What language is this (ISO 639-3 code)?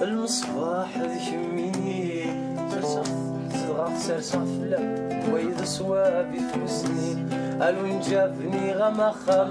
kab